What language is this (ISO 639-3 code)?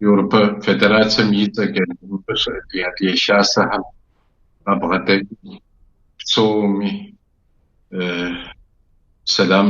kbd